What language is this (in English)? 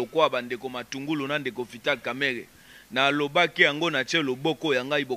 Lingala